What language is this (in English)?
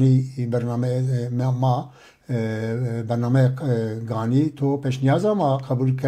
Zaza